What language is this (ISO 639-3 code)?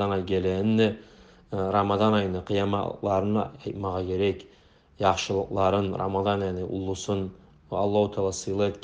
kum